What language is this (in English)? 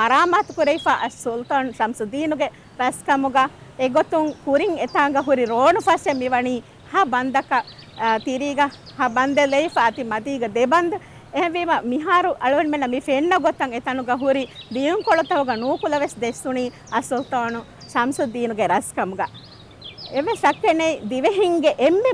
Divehi